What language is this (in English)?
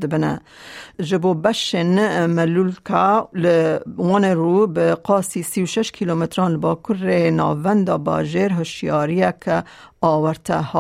Kurdish